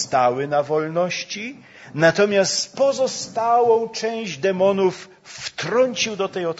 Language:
Polish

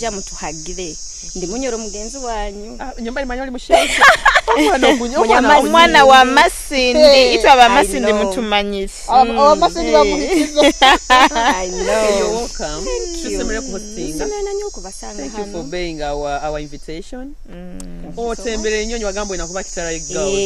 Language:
Nyoro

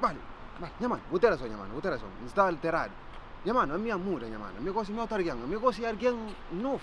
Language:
Kabuverdianu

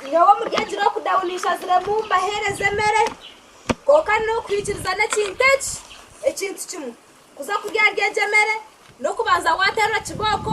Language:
Nyankole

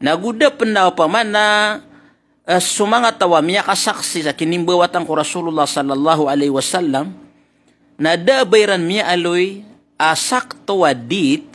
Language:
Maranao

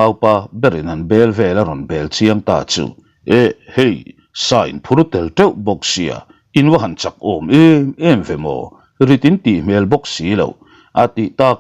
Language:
Mizo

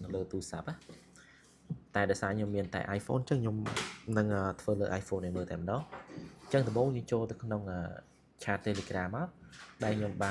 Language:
Khmer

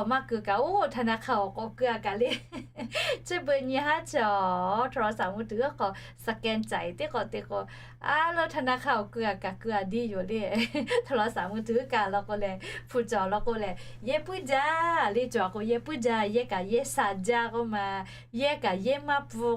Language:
Lahu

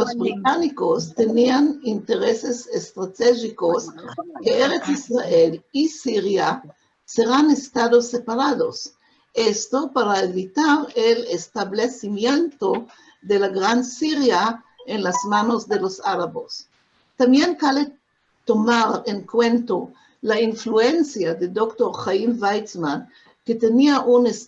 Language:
Ladino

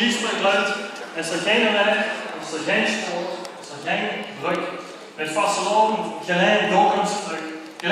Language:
Limburgish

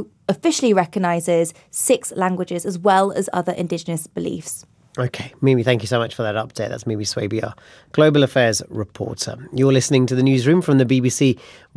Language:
English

